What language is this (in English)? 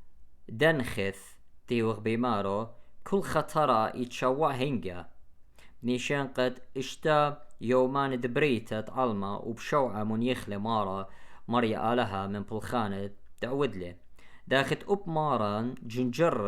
Assyrian Neo-Aramaic